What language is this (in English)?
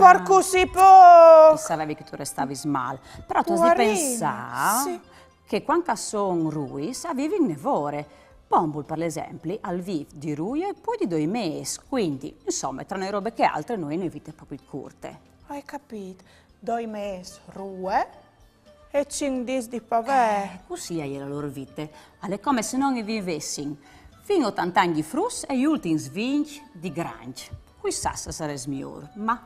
Friulian